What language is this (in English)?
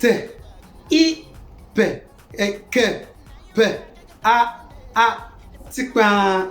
Konkomba